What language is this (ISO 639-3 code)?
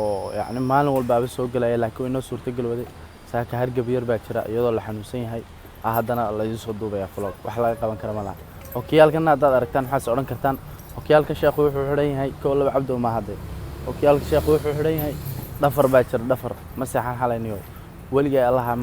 som